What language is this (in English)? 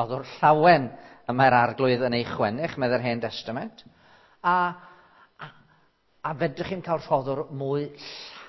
Welsh